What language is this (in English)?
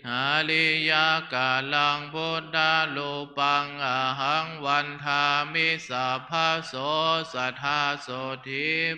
Pali